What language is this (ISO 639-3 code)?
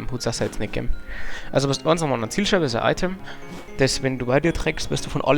bar